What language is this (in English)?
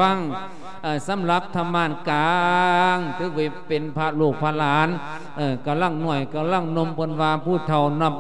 Lao